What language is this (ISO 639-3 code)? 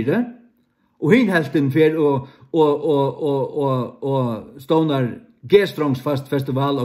fao